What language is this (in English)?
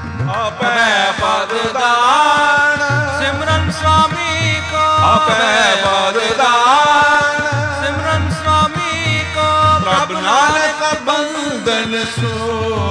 Punjabi